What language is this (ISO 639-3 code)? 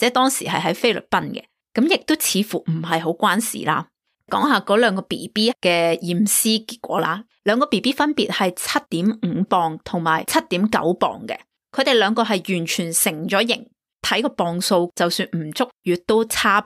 yue